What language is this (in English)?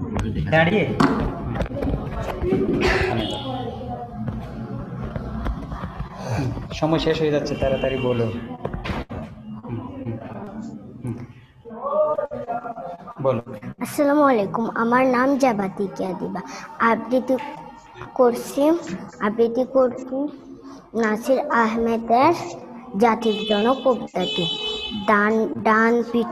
Bangla